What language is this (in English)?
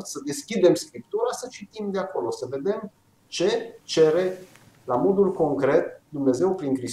Romanian